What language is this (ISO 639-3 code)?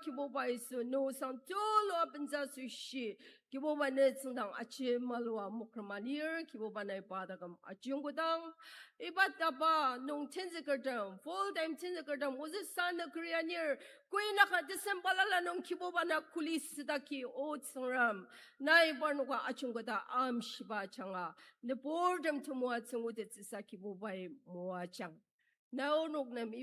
njo